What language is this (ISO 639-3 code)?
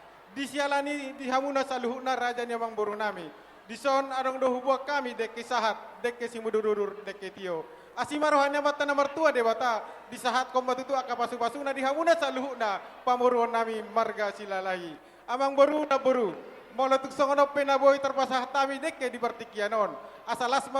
bbc